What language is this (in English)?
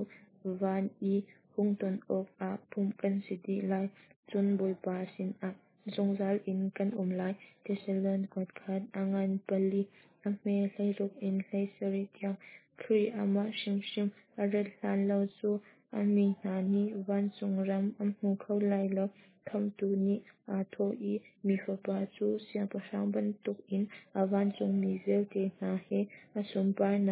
Hakha Chin